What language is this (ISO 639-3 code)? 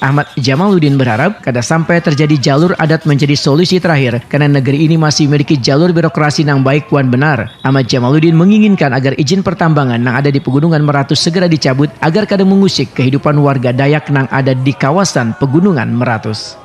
bjn